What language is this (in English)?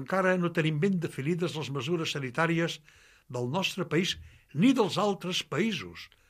Catalan